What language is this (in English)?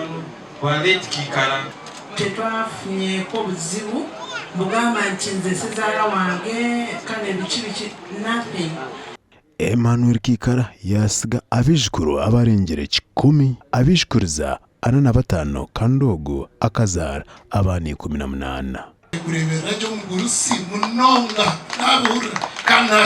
Nyankole